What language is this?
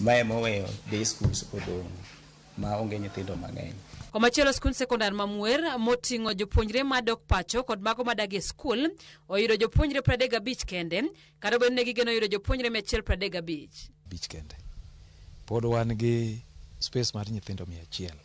Luo (Kenya and Tanzania)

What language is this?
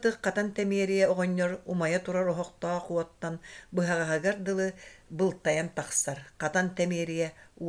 Yakut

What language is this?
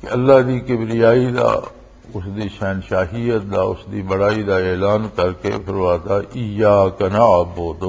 Western Panjabi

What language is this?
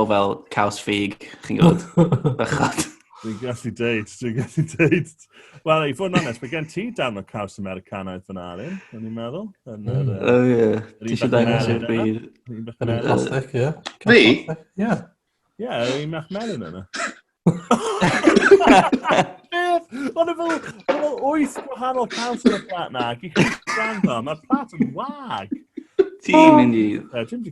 Welsh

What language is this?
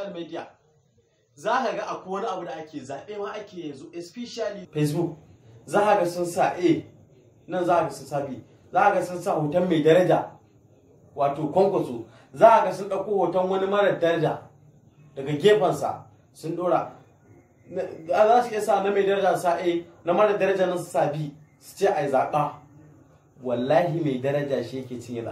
Hausa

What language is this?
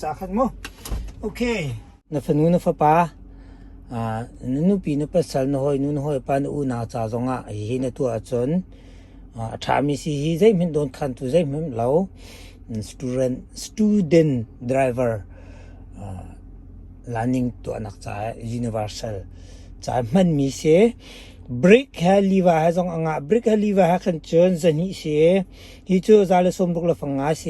Hakha Chin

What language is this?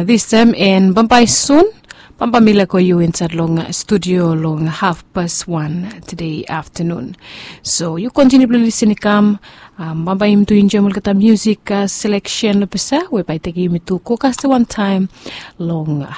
Bislama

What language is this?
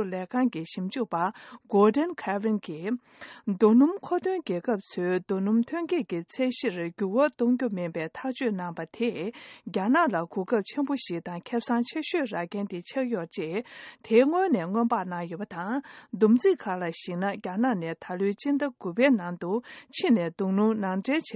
Tibetan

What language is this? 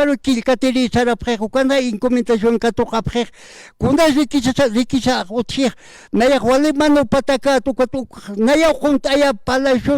Aymara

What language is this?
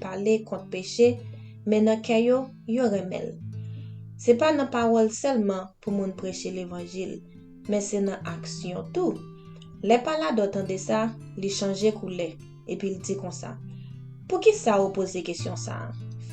Haitian Creole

